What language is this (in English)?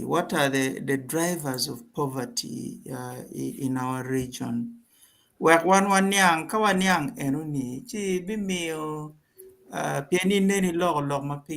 Acoli